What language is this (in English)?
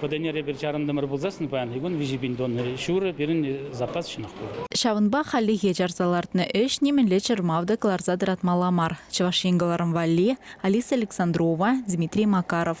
Chuvash